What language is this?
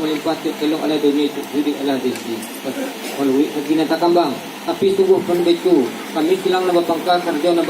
Minangkabau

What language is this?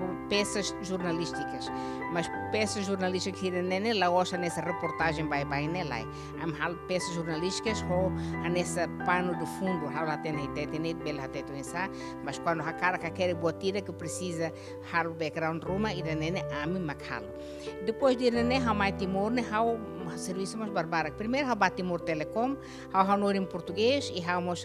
Tetum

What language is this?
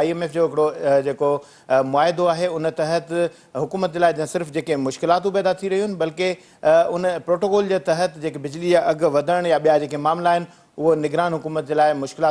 Sindhi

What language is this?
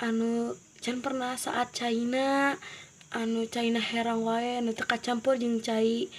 Sundanese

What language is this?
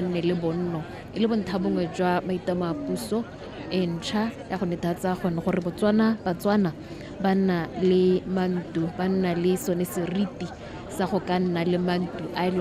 Tswana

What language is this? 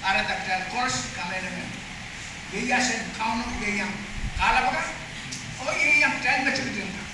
Pohnpeian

